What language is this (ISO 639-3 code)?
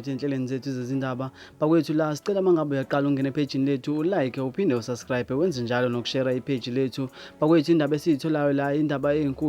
zul